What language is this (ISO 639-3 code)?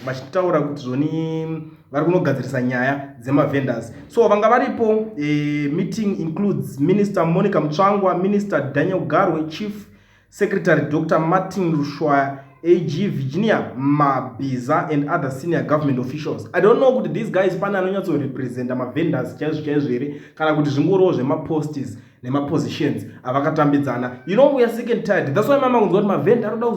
sna